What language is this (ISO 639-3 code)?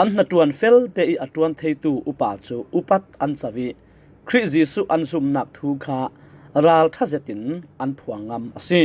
cfm